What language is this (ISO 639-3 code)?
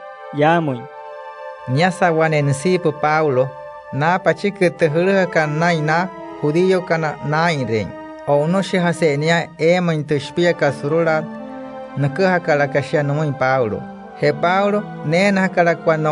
guc